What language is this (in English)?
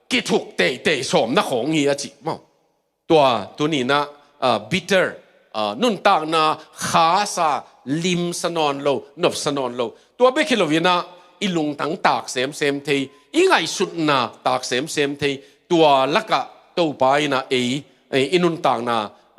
Tedim Chin